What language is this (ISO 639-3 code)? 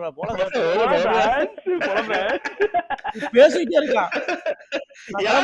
tam